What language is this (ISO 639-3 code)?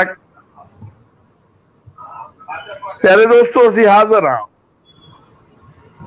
pan